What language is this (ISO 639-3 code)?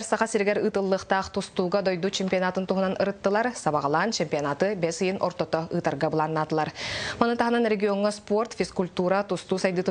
sah